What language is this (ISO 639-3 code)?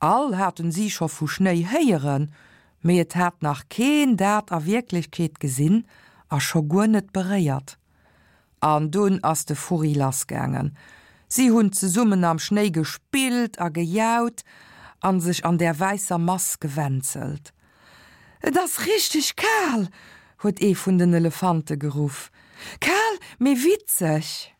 ltz